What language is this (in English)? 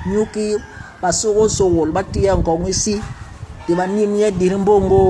Basaa